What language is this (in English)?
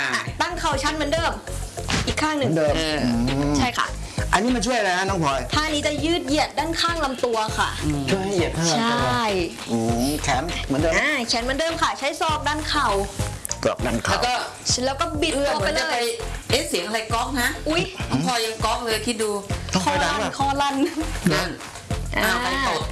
Thai